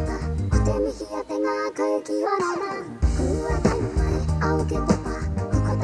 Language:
Māori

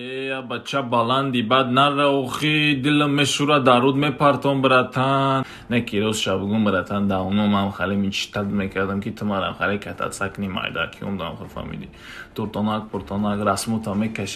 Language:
Tajik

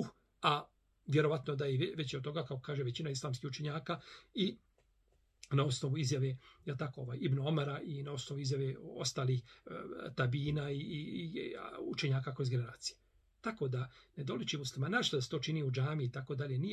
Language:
Bosnian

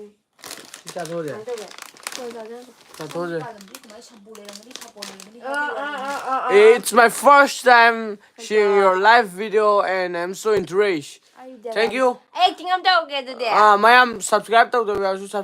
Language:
Manipuri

